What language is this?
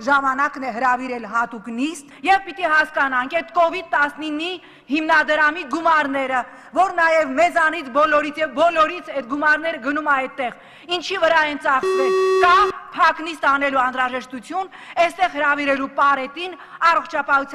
Armenian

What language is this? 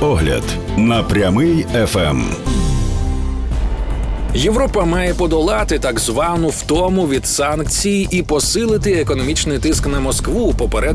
Ukrainian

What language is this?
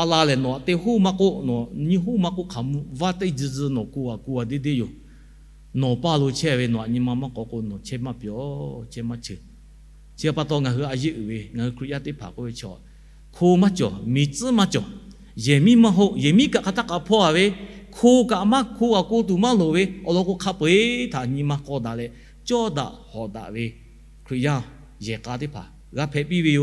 Lahu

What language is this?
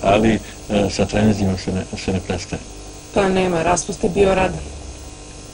Serbian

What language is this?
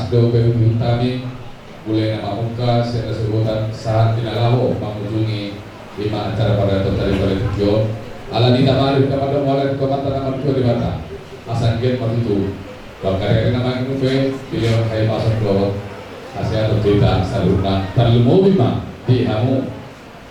Batak Toba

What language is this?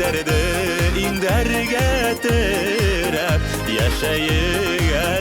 Bashkir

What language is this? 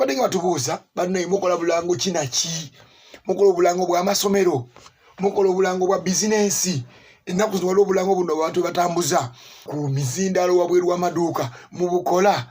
Ganda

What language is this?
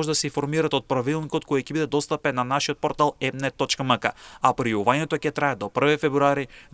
Macedonian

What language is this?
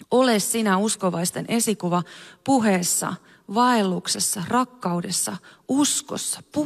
Finnish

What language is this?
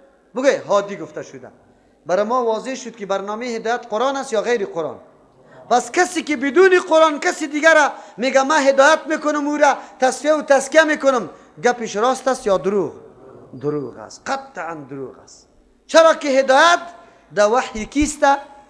Persian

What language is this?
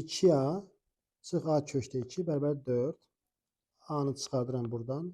Azerbaijani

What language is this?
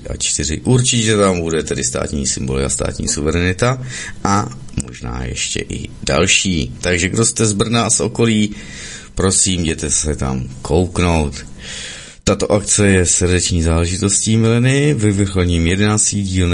Czech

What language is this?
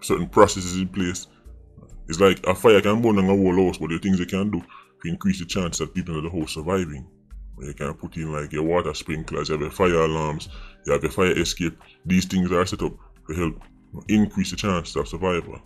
Jamaican Creole English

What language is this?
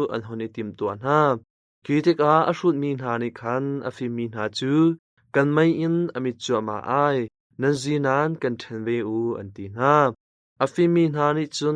Hakha Chin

